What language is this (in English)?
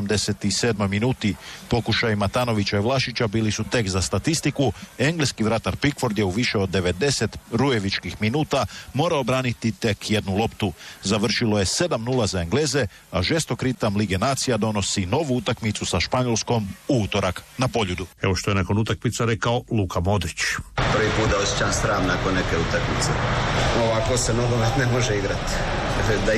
Croatian